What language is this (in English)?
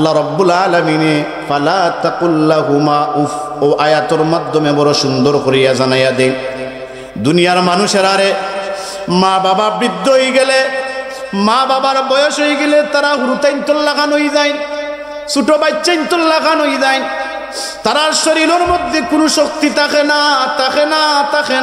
Sylheti